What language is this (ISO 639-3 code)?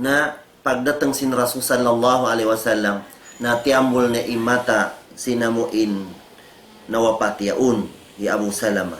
tsg